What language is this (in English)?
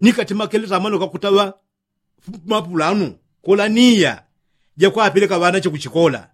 Yao